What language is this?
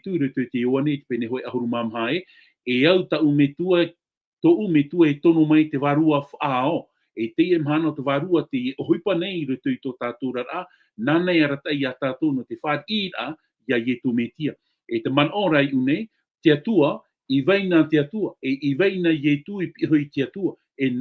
Tahitian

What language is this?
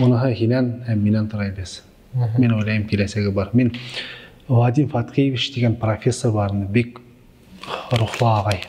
Bashkir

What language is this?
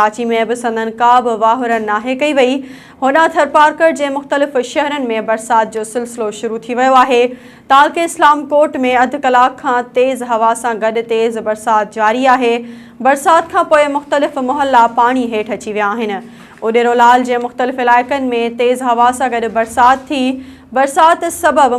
Sindhi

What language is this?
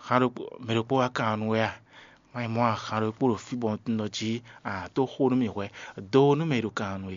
Fon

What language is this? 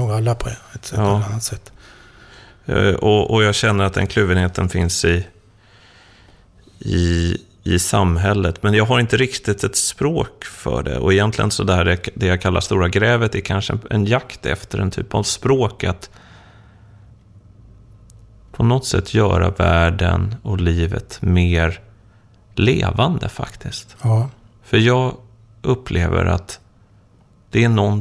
Swedish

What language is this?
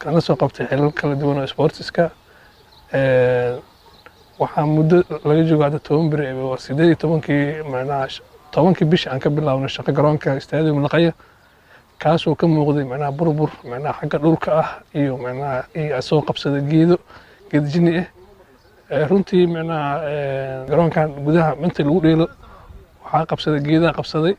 Somali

